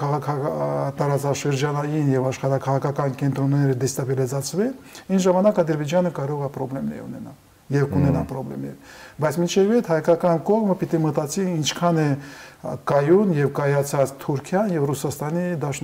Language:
Armenian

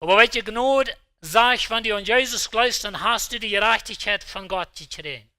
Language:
Plautdietsch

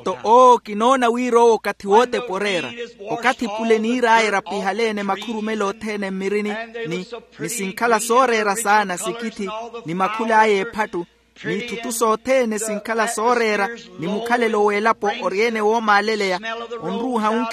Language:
Makhuwa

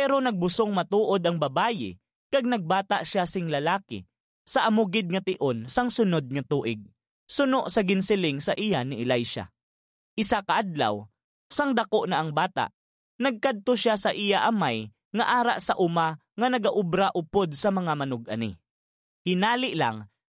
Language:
Hiligaynon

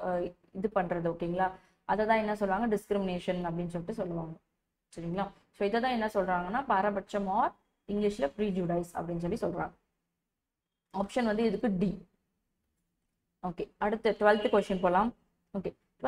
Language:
Tamil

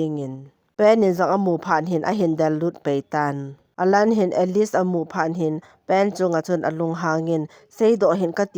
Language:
Thado Chin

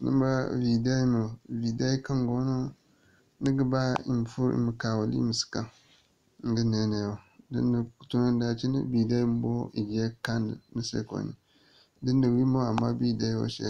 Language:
Zarma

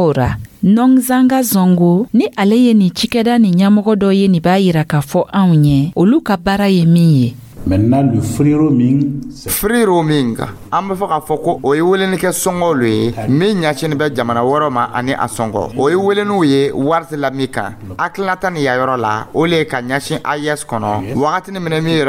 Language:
Dyula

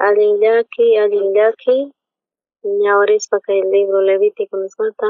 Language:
South Bolivian Quechua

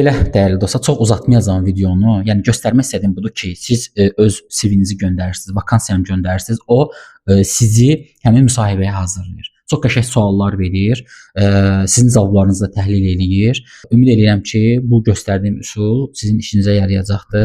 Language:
Azerbaijani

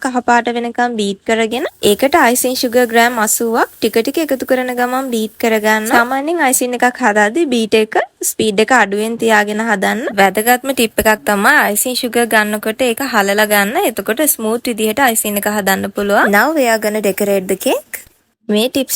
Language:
Sinhala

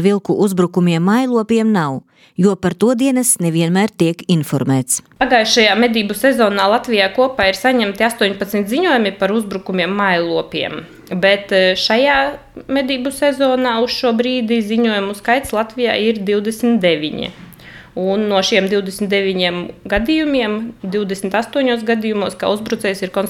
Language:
Latvian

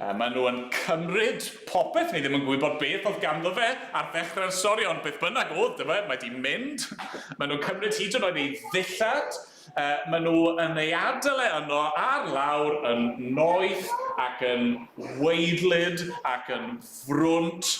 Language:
Welsh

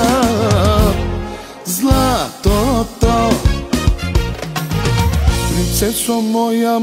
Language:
Bulgarian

